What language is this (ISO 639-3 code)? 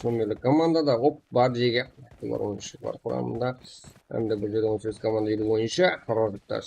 kaa